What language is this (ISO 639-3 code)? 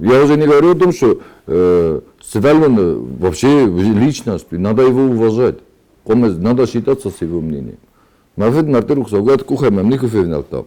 oss